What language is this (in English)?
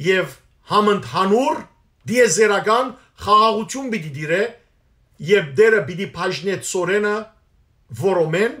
Western Armenian